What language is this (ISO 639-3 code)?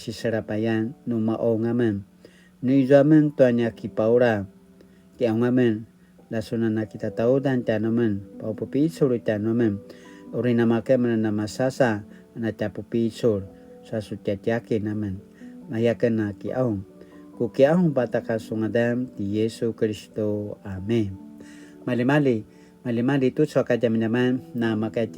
pwn